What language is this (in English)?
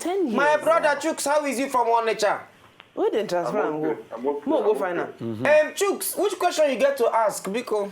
Nigerian Pidgin